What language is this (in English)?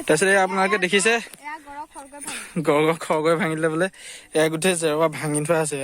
Assamese